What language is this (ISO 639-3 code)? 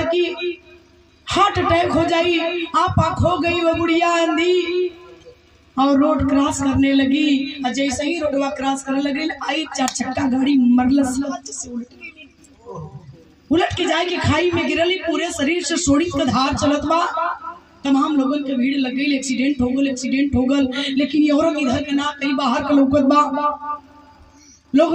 bho